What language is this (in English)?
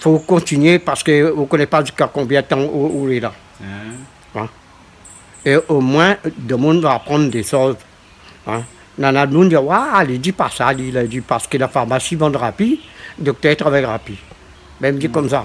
Réunion Creole French